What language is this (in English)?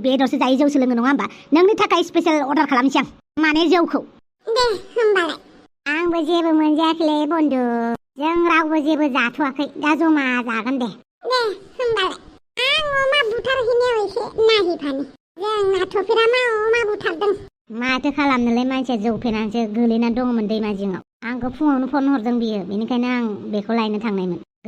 Bodo